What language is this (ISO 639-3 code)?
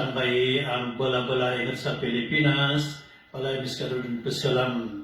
mrw